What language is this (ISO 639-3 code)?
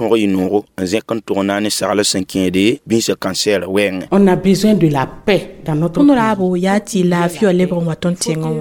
mos